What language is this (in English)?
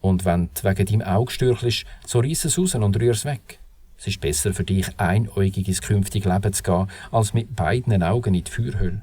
Swiss German